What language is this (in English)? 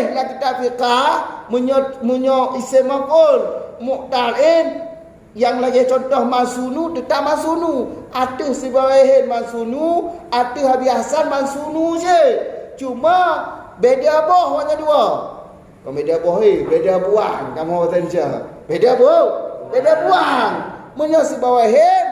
Achinese